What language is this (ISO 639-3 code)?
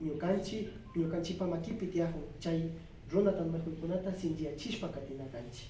qvi